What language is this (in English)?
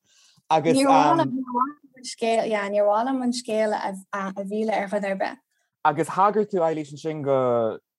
Irish